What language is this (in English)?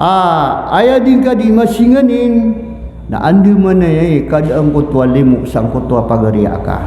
Maranao